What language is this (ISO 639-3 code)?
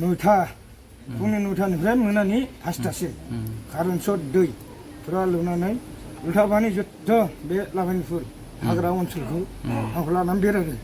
brx